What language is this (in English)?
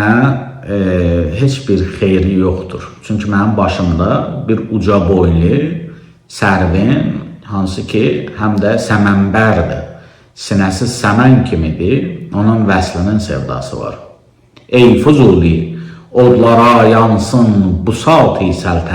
Azerbaijani